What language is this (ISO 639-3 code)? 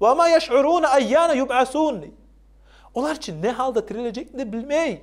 kum